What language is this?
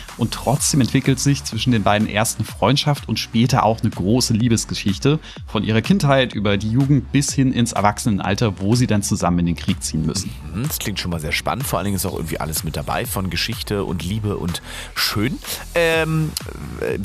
German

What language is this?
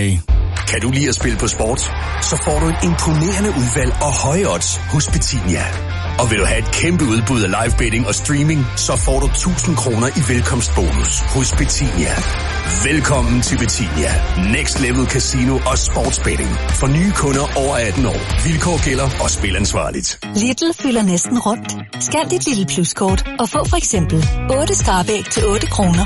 Danish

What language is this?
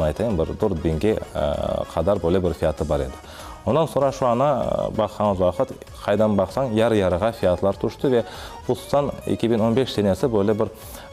Crimean Tatar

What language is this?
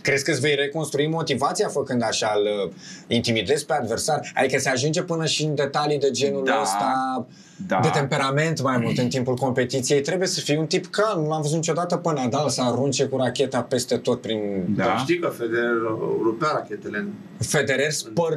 Romanian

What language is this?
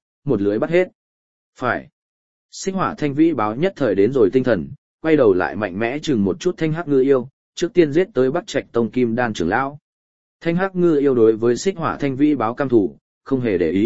Vietnamese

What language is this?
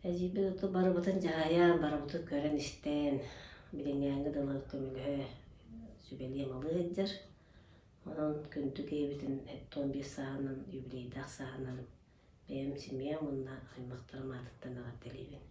Yakut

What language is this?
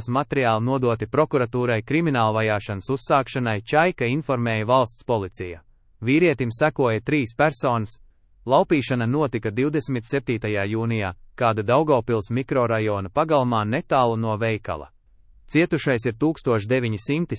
Latvian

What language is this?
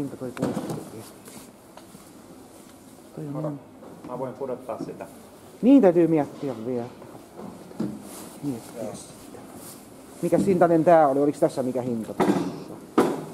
Finnish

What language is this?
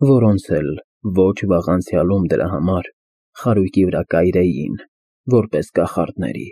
Armenian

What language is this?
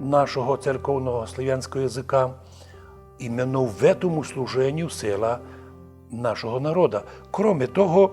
Rusyn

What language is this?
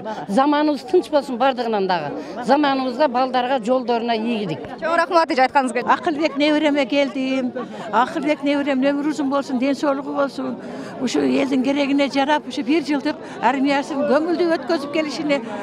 Kyrgyz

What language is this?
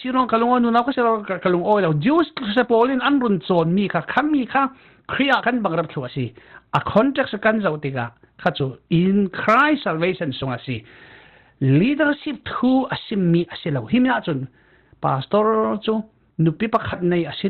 Falam Chin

